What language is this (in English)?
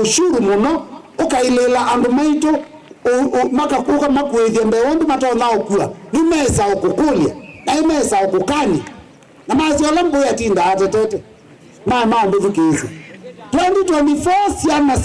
Kamba